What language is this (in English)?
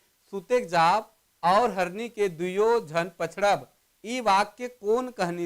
Sadri